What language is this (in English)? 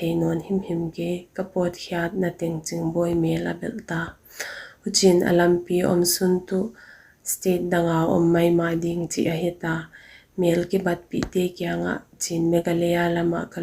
Paite Chin